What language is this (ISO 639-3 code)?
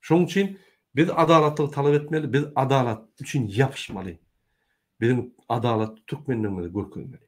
tuk